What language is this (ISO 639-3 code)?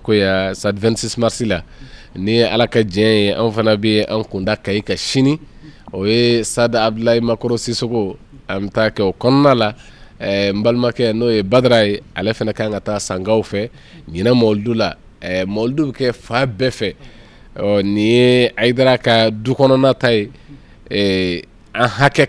bam